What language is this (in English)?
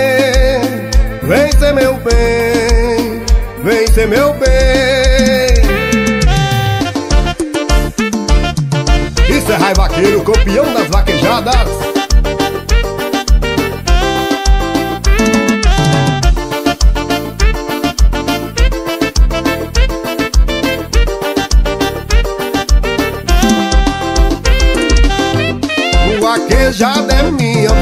Portuguese